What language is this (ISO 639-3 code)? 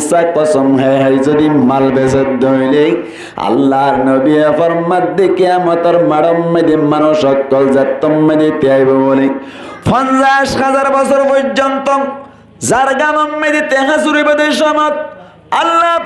rhg